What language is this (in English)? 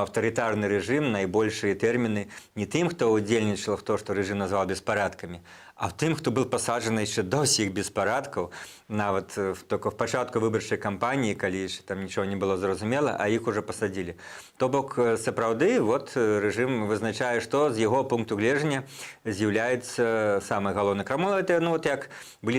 Belarusian